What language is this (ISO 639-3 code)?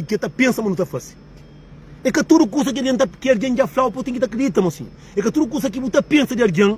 kea